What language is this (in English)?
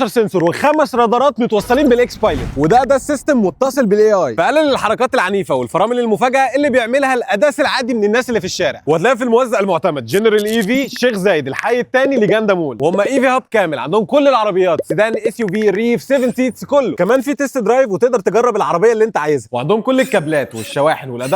Egyptian Arabic